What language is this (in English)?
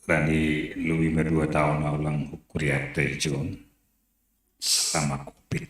Batak Simalungun